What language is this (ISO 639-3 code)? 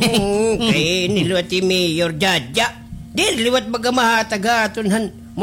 war